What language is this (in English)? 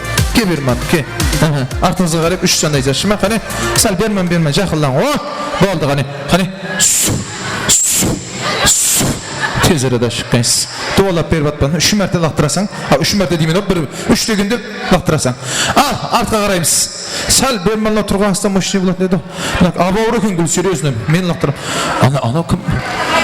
Kara-Kalpak